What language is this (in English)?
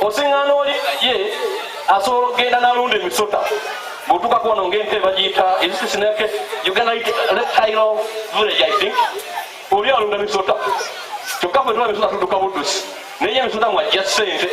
Ganda